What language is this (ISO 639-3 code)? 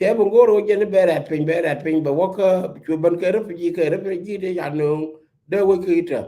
nus